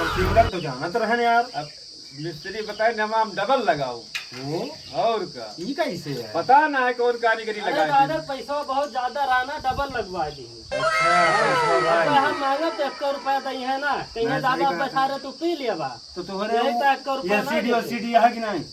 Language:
Awadhi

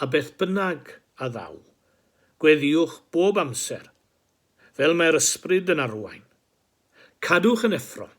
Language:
Welsh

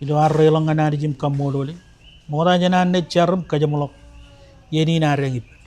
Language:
Marshallese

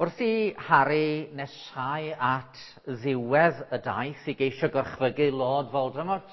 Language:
Welsh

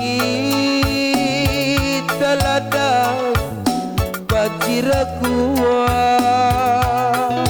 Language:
Batak Karo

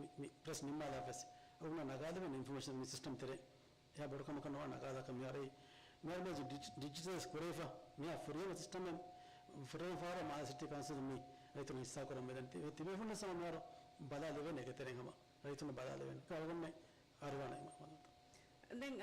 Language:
Divehi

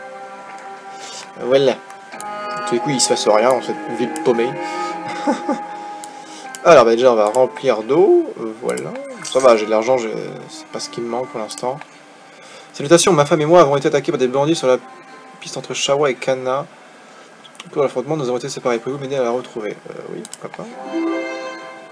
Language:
French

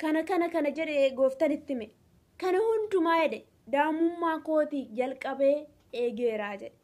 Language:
Oromo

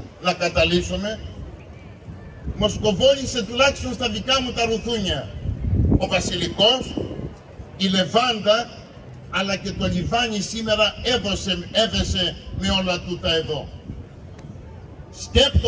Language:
Greek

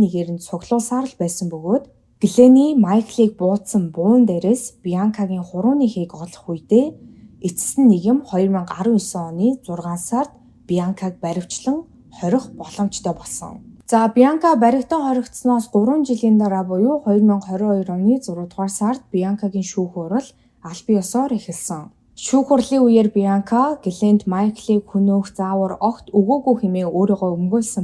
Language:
Mongolian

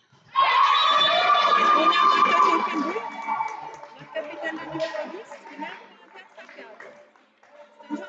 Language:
French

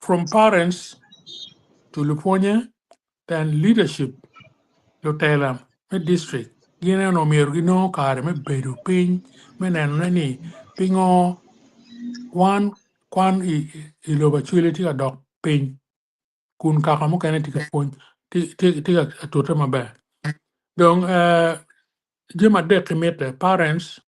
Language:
Acoli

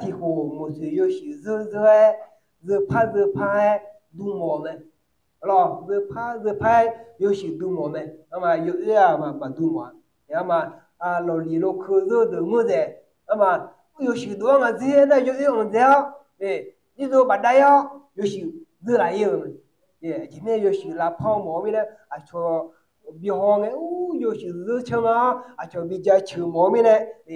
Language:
Akha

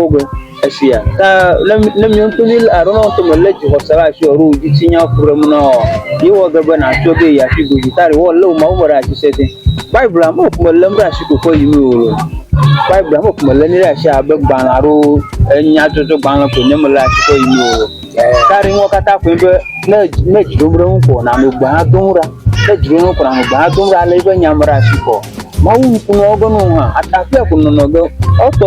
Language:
Ewe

